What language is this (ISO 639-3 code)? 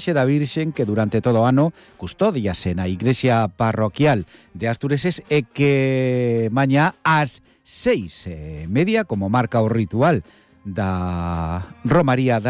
glg